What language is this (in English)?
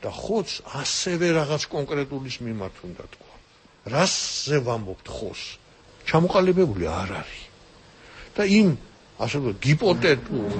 Georgian